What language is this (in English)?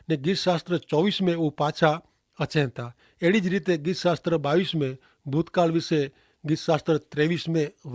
Kachhi